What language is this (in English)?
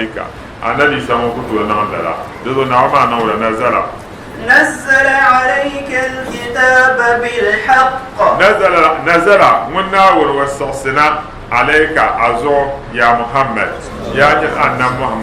Dagbani